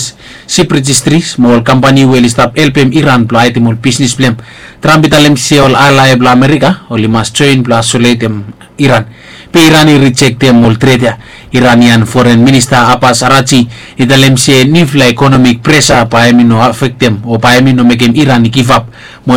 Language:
Bislama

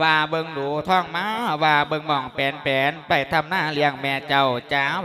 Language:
Lao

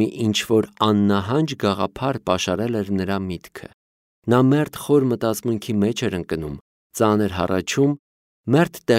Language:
Armenian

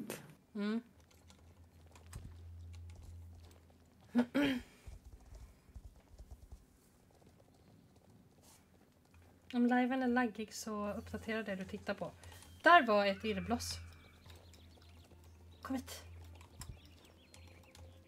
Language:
Swedish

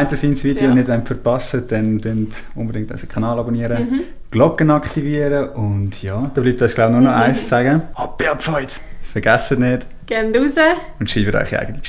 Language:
Swiss German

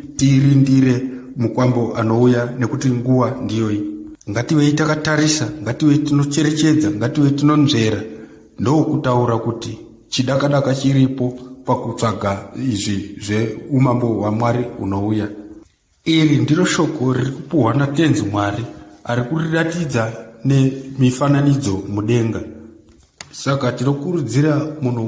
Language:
Shona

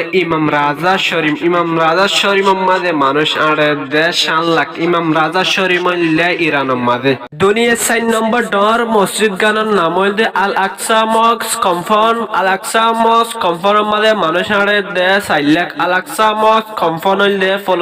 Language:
Rohingya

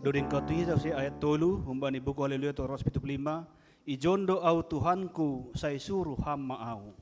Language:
Batak Simalungun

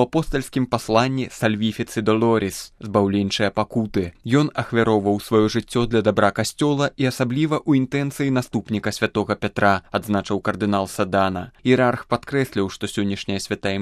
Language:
Belarusian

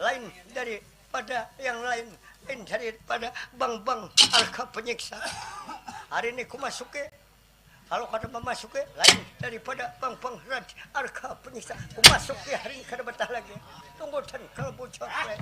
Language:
Banjar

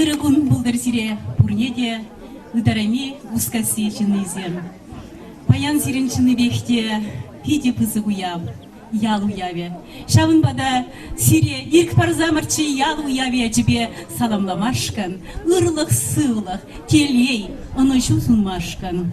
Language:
Chuvash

